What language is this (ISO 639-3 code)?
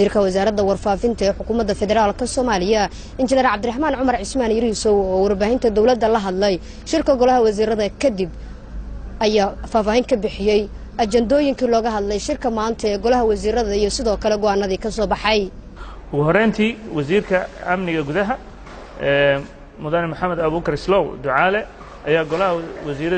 som